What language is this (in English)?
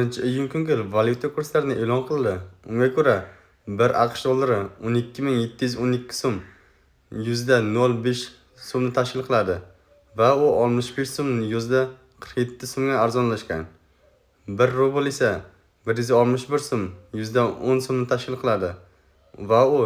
Uzbek